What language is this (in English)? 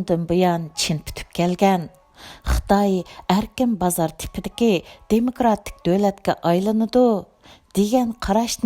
Uyghur